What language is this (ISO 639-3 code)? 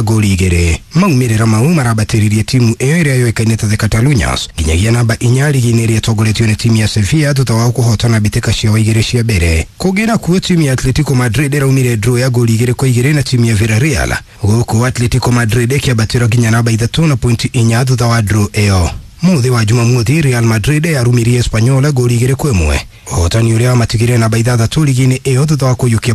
kik